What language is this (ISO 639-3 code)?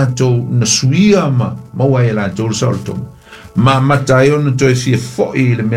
smo